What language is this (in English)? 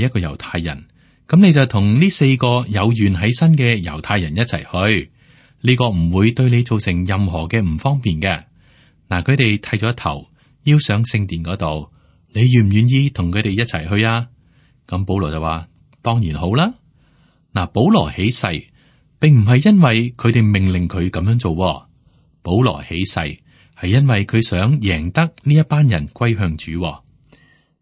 Cantonese